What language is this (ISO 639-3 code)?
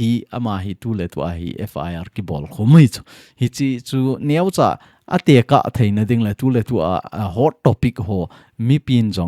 tcz